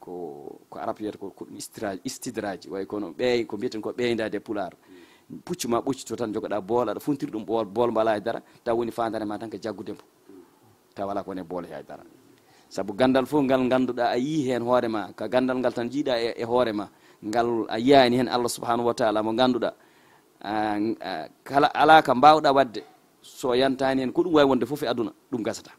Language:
Fula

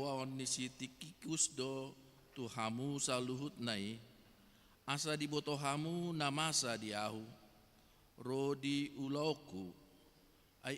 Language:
Batak Toba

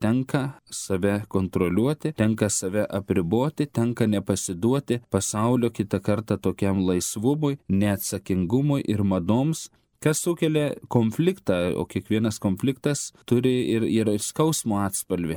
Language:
Lithuanian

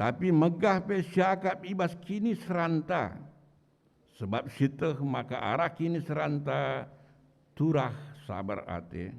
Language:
Batak Karo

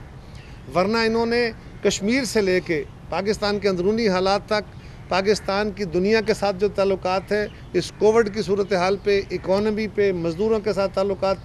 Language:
Urdu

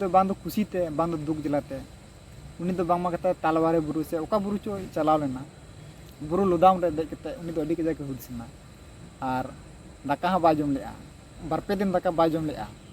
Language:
Santali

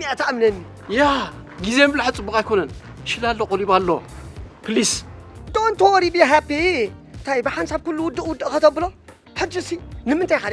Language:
Tigrinya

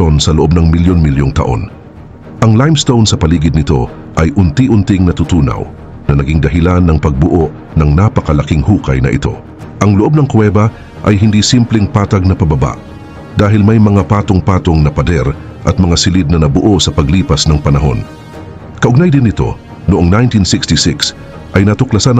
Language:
Filipino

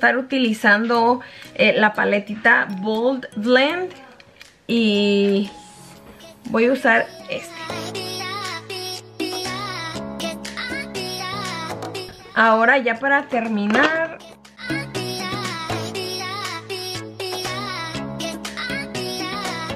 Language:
Spanish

